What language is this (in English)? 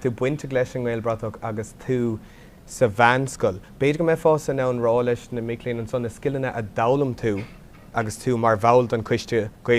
Irish